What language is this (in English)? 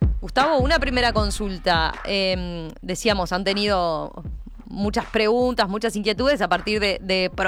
Spanish